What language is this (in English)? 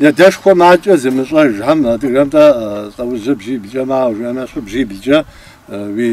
Kabardian